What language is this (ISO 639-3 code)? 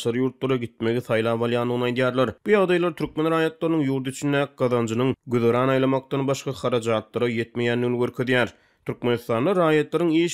tuk